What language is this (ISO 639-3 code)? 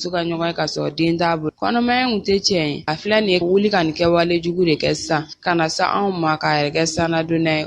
bam